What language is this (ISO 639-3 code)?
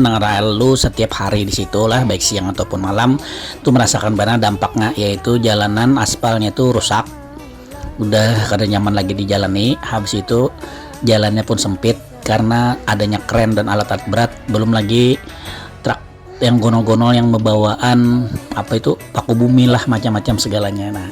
bjn